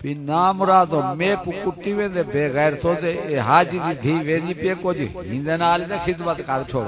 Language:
Saraiki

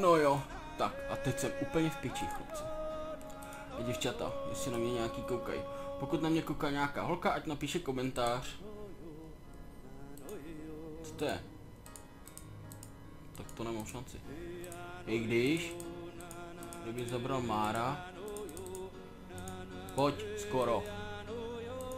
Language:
Czech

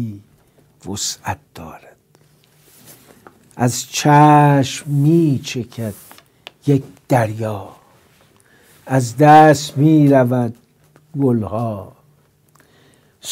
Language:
Persian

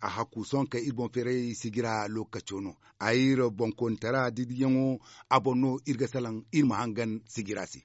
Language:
Zarma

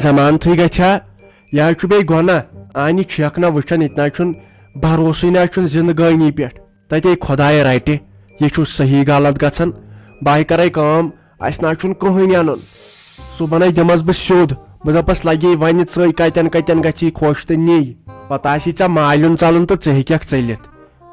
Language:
Kashmiri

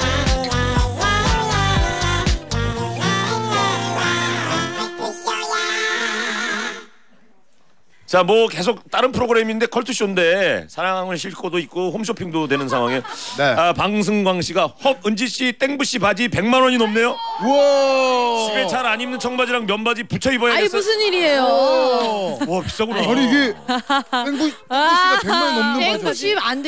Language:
Korean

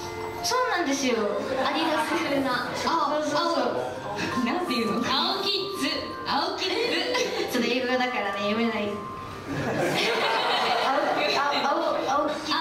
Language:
Japanese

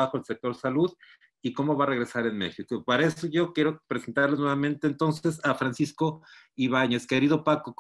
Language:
Spanish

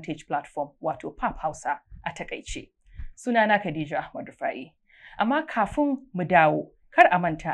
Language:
Hausa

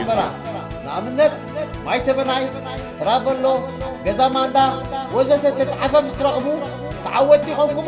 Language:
Tigrinya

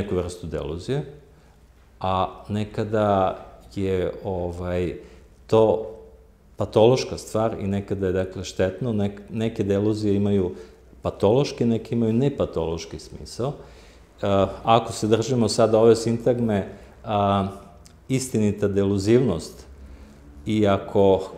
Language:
Serbian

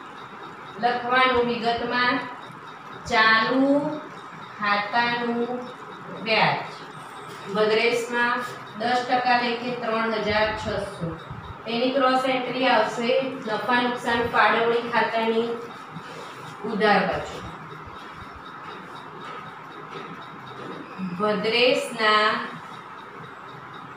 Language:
Gujarati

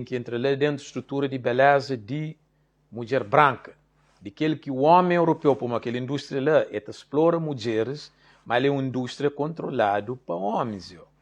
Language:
Kabuverdianu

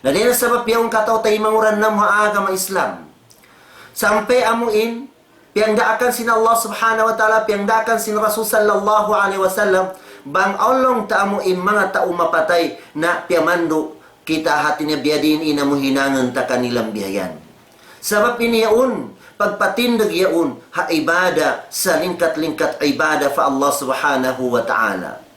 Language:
Tausug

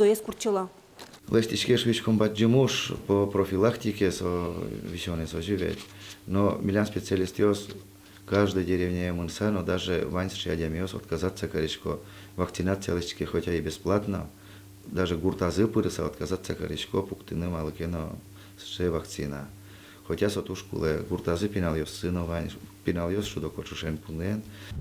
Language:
Udmurt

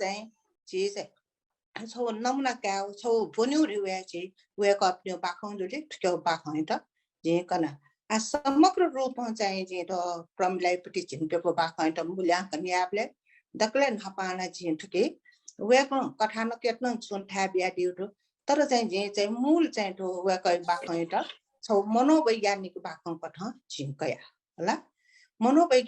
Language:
Newari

